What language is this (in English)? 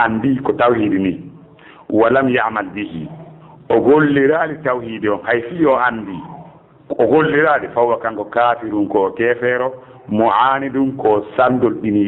Fula